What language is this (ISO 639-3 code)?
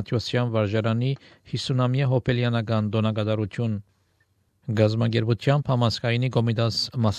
hye